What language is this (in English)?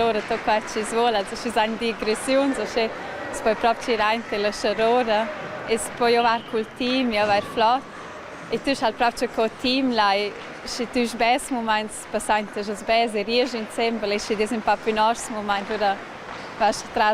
Romansh